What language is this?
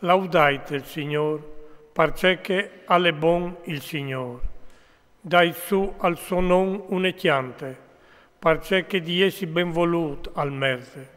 Friulian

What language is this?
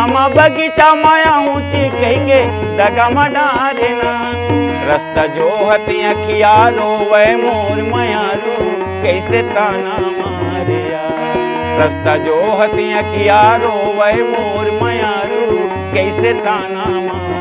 Chhattisgarhi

